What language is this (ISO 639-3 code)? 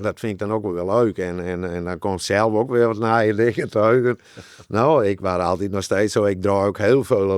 fry